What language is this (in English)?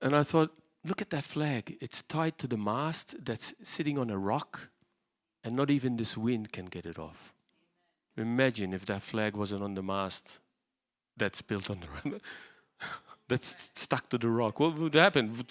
English